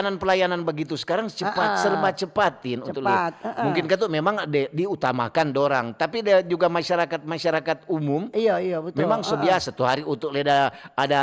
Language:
Manado Malay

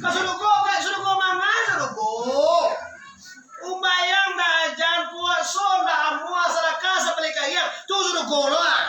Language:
Minangkabau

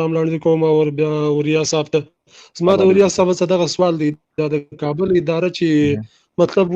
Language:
Pashto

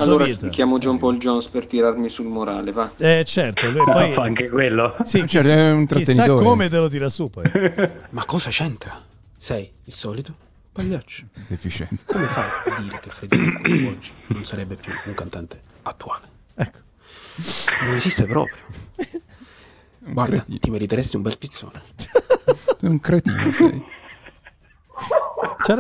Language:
Italian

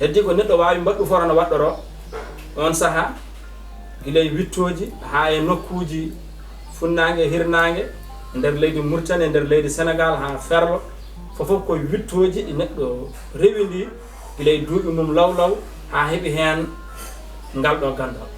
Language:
Fula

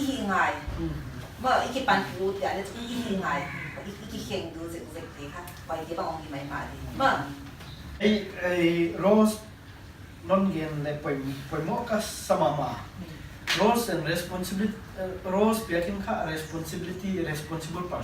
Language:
Paite Chin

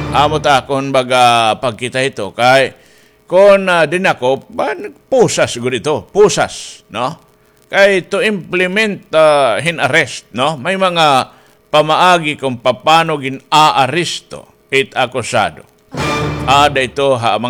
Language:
Waray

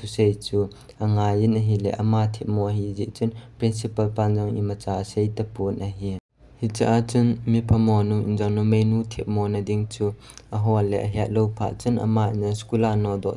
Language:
Thado Chin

